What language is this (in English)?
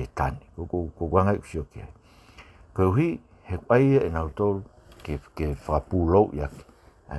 Tongan